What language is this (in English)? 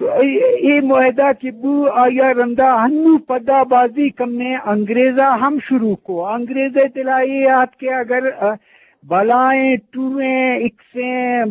Eastern Balochi